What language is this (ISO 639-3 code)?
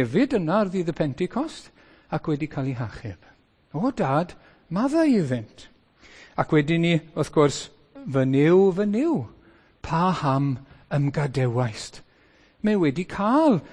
cym